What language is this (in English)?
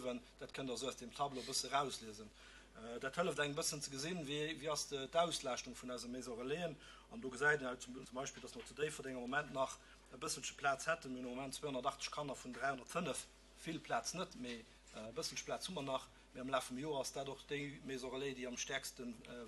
Luxembourgish